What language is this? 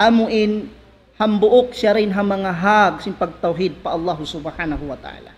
Tausug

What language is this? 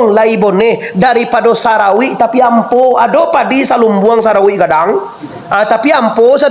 Minangkabau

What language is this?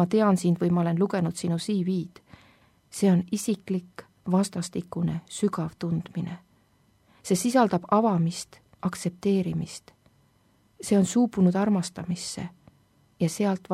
Estonian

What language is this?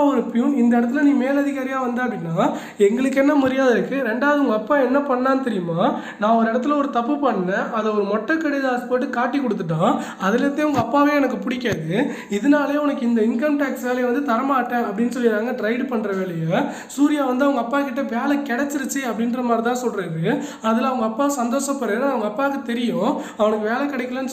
Tamil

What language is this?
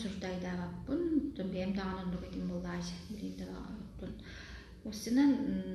Yakut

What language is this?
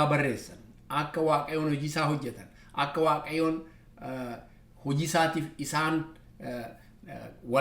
Oromo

